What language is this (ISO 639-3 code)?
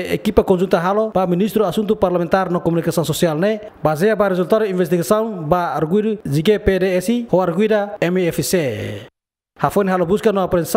tet